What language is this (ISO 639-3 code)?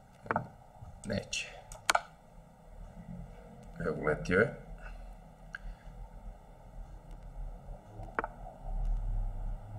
hrv